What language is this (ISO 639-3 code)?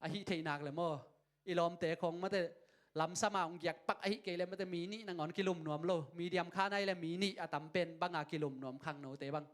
ctd